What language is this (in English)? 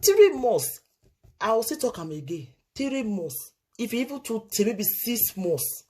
Nigerian Pidgin